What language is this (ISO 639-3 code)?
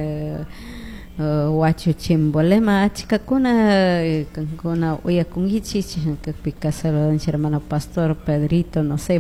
qug